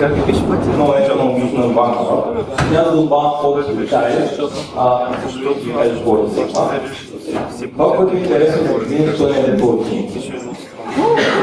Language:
Bulgarian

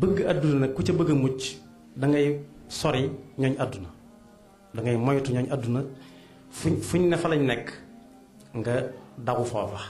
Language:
Wolof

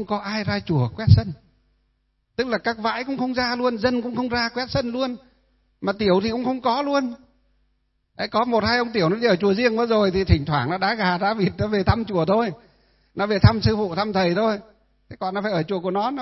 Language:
Vietnamese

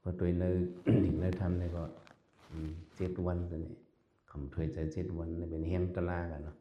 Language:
Shan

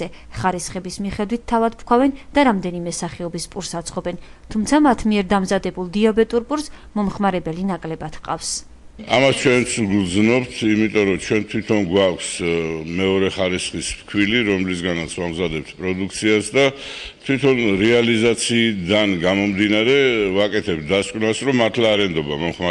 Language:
Georgian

